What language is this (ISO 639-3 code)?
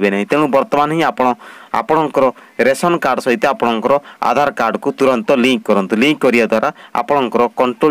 ori